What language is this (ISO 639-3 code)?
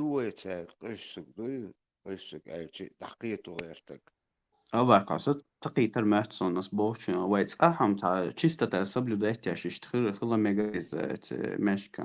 che